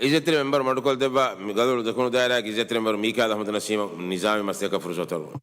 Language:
Divehi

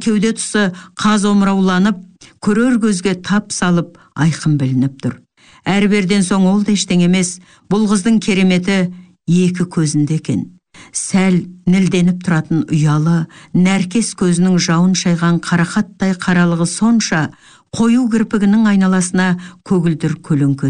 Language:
Kazakh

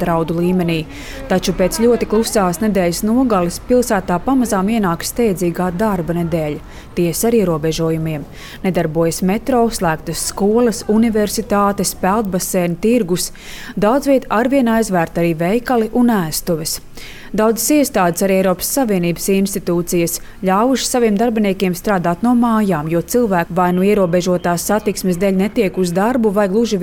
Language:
Latvian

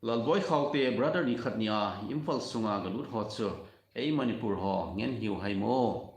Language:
Thado Chin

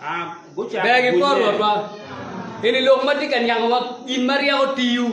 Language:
Acoli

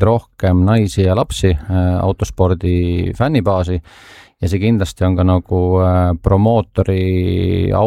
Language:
Estonian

